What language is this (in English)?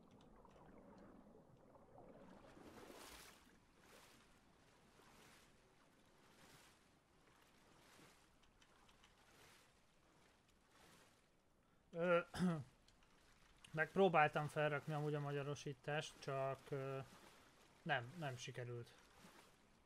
Hungarian